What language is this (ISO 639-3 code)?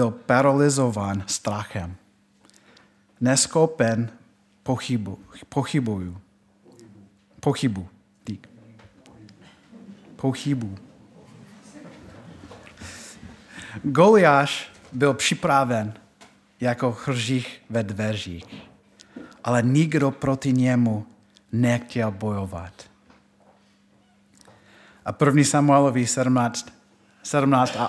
ces